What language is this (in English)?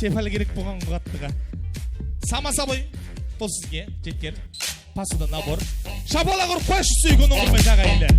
Kara-Kalpak